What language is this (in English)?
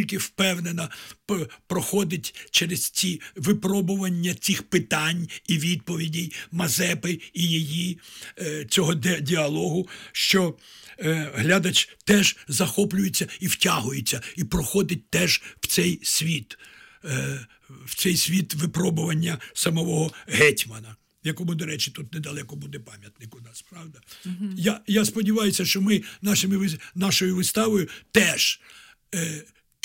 Ukrainian